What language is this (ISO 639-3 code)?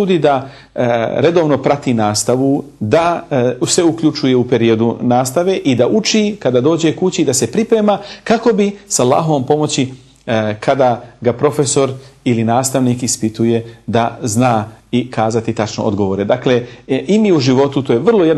bos